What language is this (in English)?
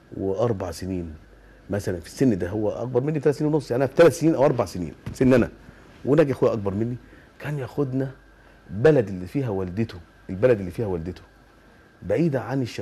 Egyptian Arabic